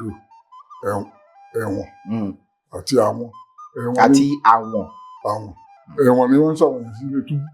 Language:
Yoruba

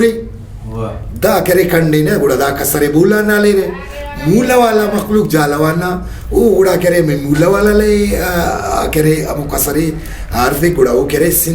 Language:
Brahui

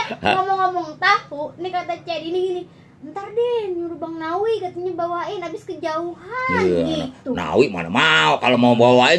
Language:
Betawi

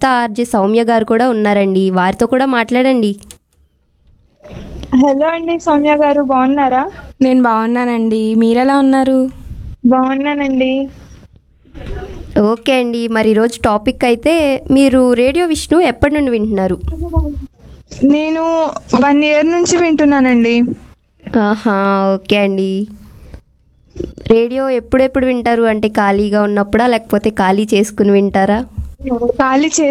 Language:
Telugu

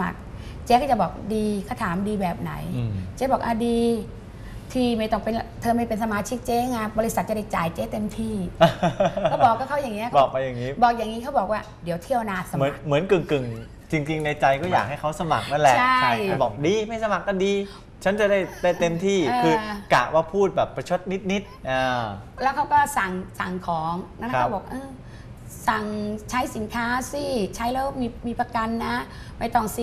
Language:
Thai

